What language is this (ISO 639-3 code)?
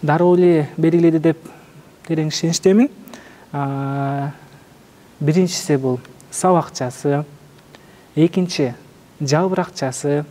kir